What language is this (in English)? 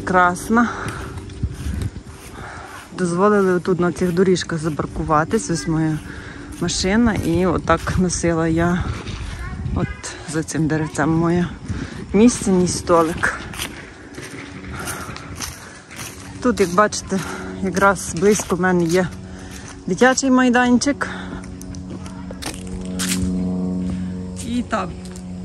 Ukrainian